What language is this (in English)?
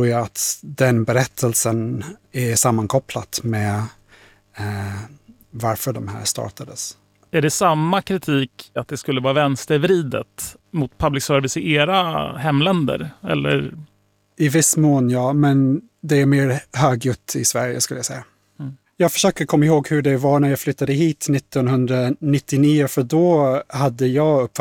Swedish